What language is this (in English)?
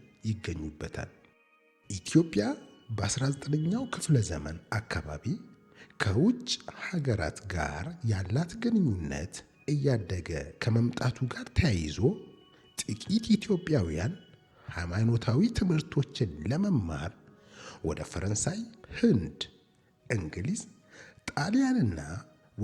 Amharic